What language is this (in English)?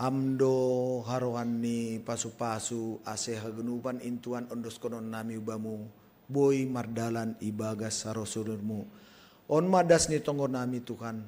Batak Simalungun